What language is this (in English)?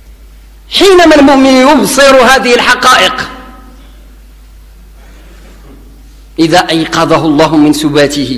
Arabic